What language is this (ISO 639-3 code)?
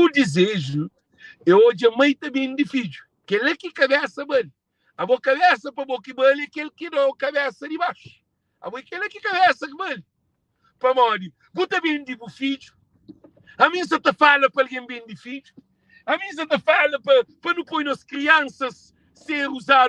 kea